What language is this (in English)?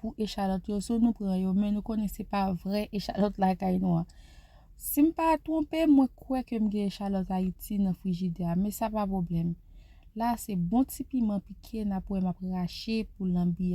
Haitian Creole